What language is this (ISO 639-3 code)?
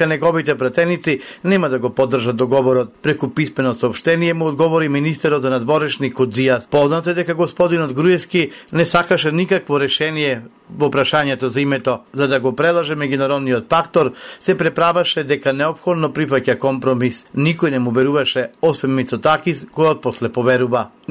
mkd